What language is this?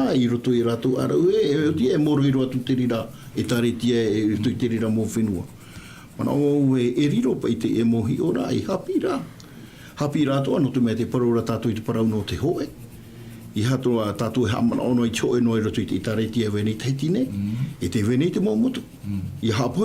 Tahitian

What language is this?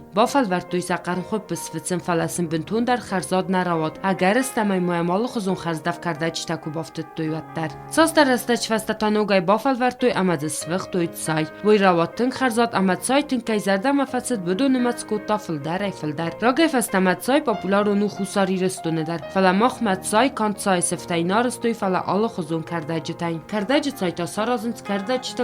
Ossetic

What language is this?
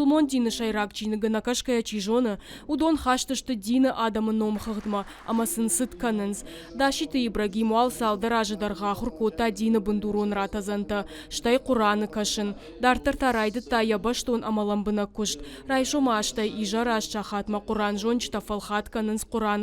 Ossetic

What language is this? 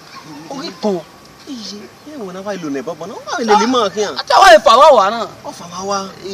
Bini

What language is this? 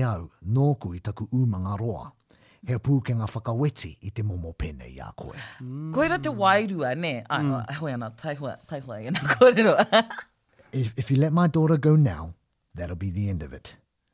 Māori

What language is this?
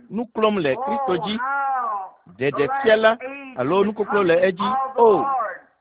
Ewe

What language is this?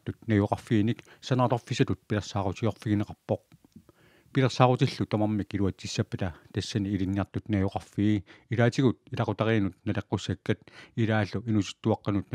Kalaallisut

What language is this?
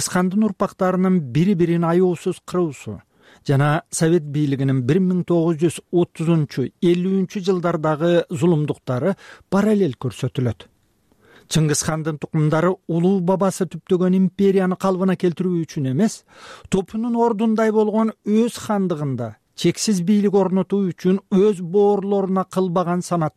Kyrgyz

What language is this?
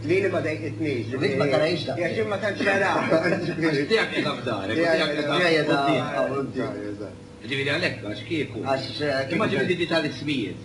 Maltese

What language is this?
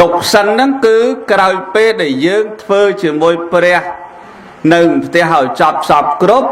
Khmer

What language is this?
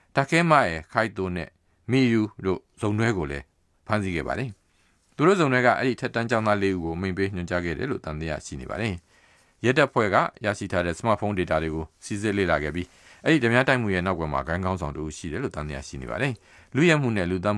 Burmese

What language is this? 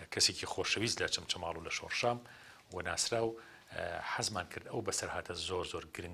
Central Kurdish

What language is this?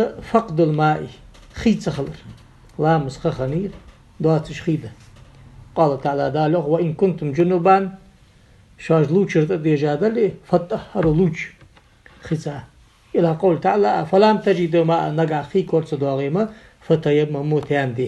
Ingush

